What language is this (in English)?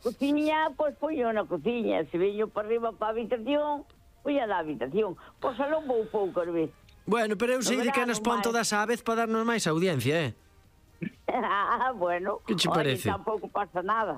Galician